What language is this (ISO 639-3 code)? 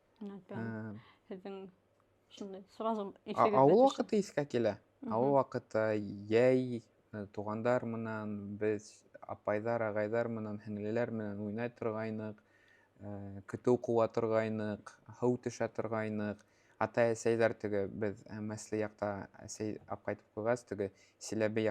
bak